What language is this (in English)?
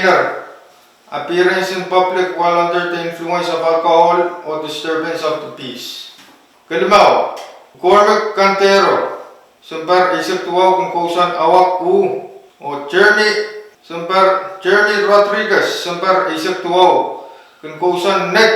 Pohnpeian